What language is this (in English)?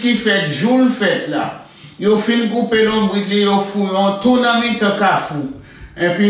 Haitian Creole